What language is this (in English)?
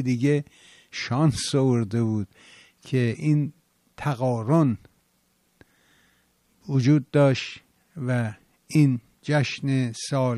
Persian